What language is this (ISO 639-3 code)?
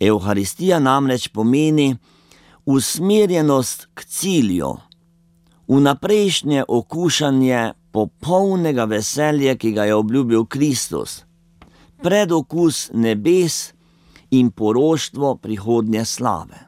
slv